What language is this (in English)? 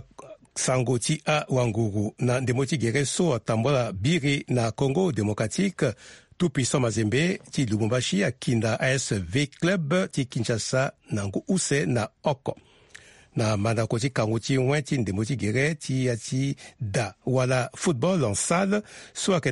Sango